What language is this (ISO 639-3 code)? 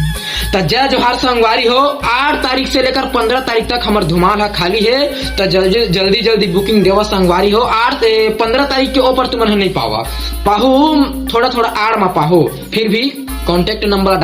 hne